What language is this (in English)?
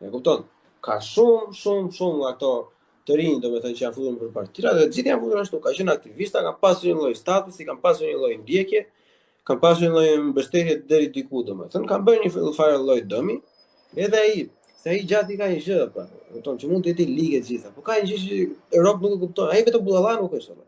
Albanian